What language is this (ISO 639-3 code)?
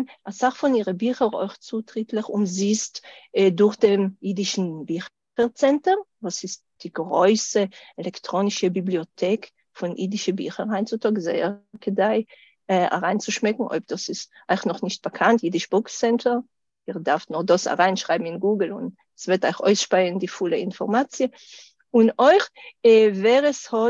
yid